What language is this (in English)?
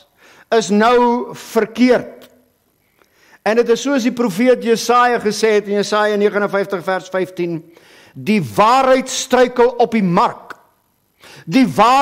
Afrikaans